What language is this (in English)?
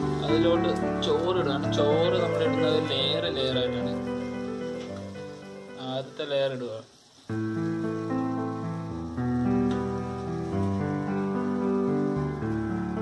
Malayalam